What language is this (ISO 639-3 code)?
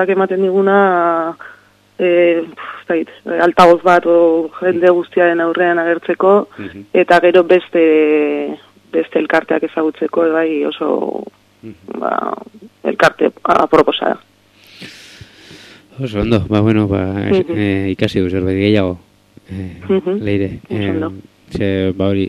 eus